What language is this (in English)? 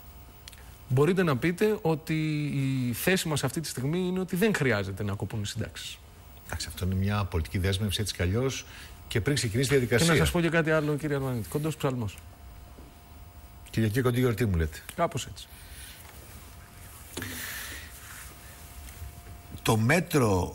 Greek